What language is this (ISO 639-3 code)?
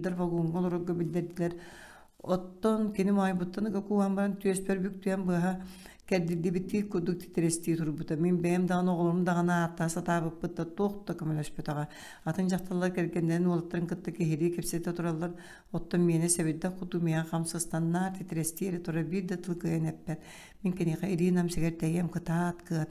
sah